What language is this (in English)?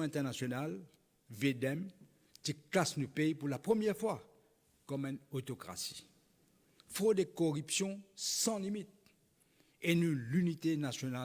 Morisyen